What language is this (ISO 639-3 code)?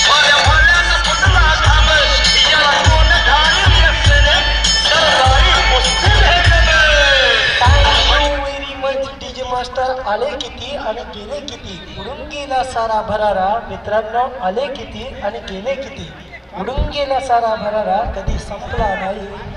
mar